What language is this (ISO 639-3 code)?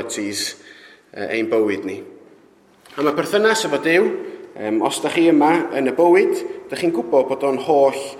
cym